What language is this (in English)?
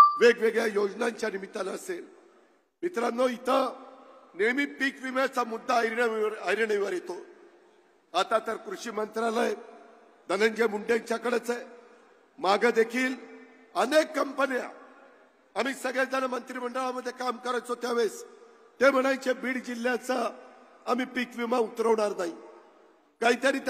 Marathi